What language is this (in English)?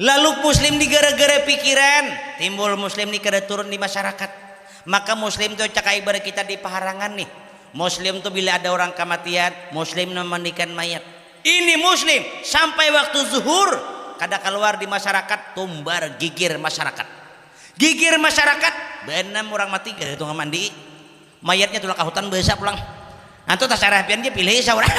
Banjar